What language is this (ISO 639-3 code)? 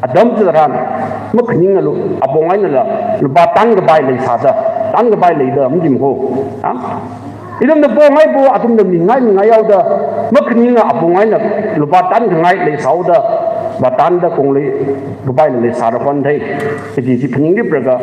nmf